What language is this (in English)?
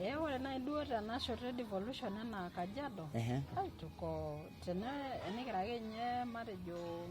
Masai